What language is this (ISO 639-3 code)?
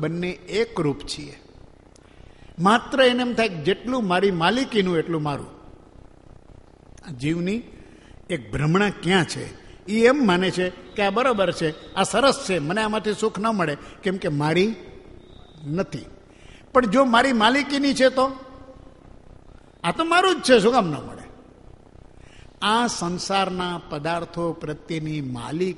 guj